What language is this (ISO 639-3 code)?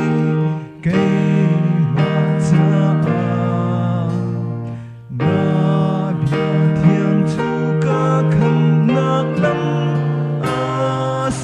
cnh